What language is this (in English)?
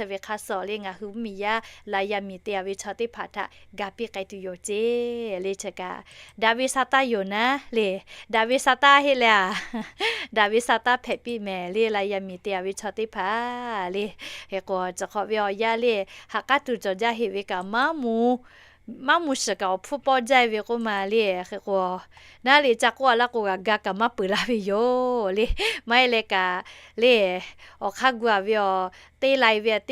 Lahu